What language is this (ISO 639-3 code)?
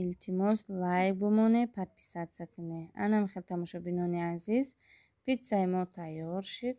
tgk